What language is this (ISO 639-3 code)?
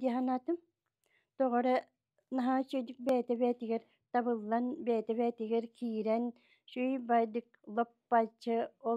sah